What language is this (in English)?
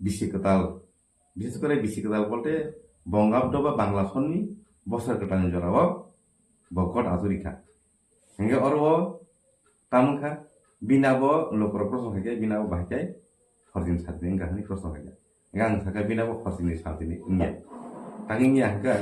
Kok Borok